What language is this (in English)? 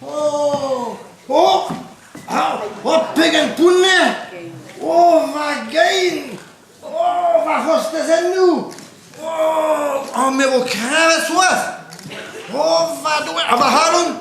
Breton